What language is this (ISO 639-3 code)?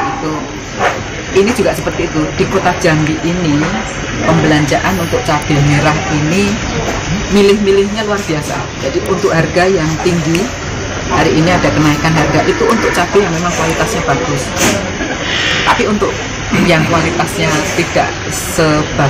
ind